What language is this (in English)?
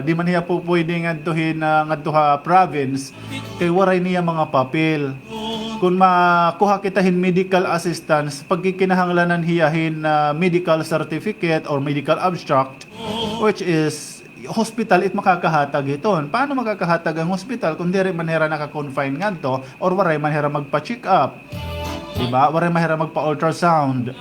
Waray